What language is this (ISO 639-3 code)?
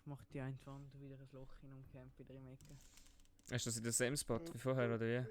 gsw